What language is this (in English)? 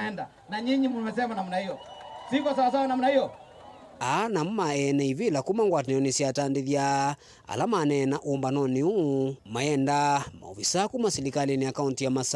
Kamba